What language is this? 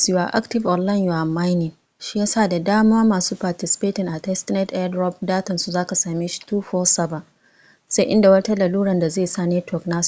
Hausa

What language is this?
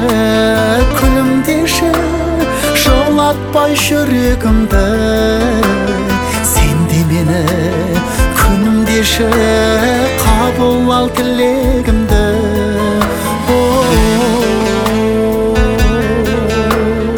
Kazakh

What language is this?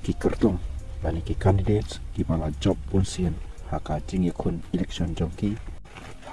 Khasi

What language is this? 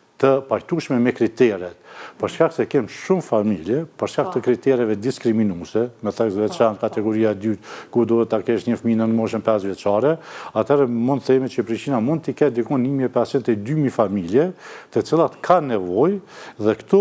Albanian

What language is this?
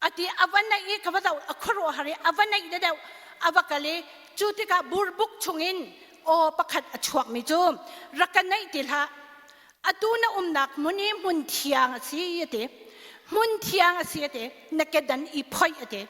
Hakha Chin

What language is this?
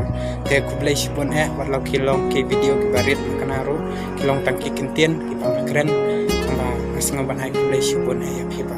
Khasi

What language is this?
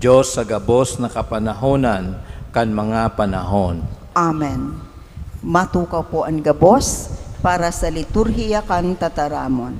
Bikol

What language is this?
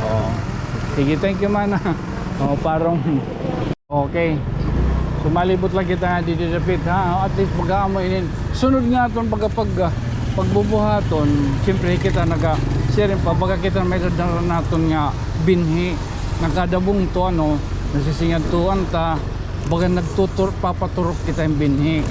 Waray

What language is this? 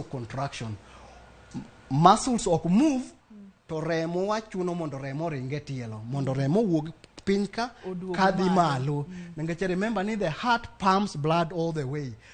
Luo (Kenya and Tanzania)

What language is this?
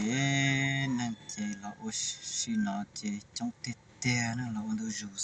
Hmong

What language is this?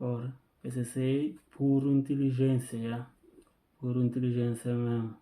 Kabuverdianu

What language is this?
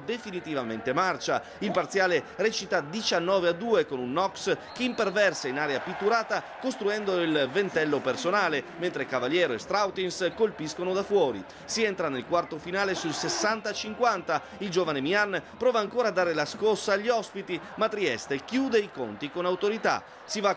Italian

